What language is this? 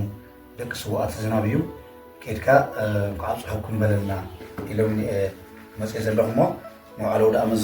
Tigrinya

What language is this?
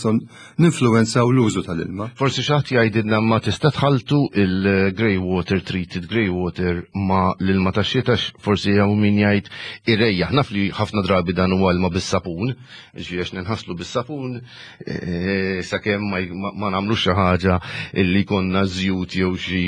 Maltese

